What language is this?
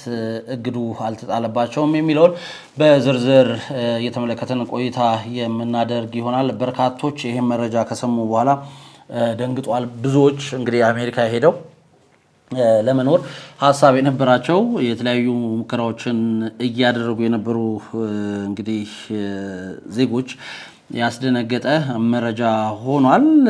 Amharic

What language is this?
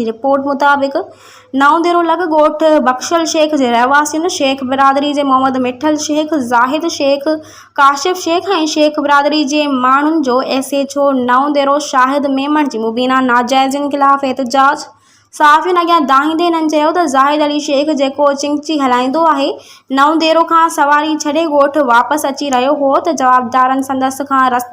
Sindhi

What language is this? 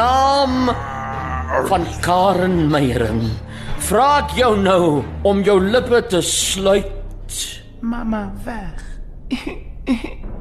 Afrikaans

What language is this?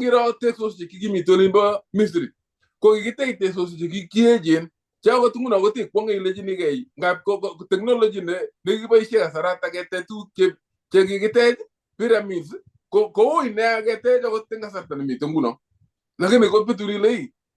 Kalenjin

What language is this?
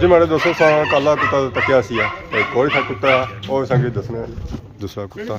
Pahari-Potwari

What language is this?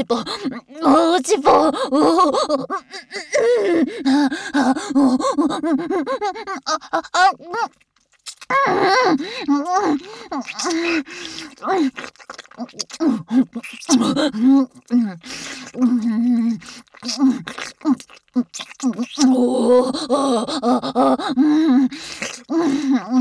Japanese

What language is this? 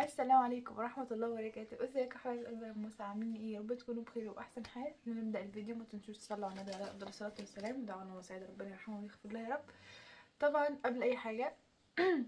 Egyptian Arabic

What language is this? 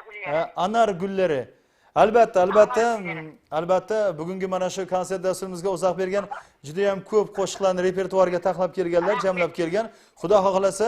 Kara-Kalpak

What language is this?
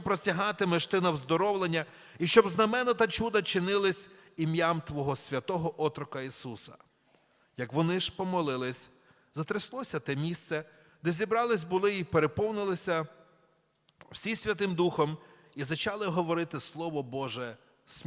Ukrainian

